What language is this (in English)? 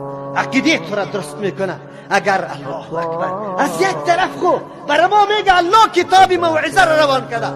Persian